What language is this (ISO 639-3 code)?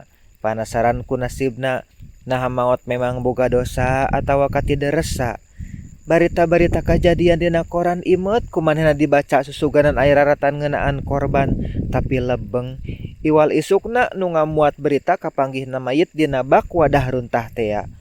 sun